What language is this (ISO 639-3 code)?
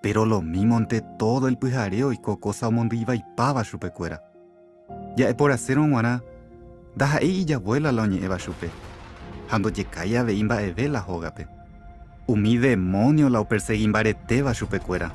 grn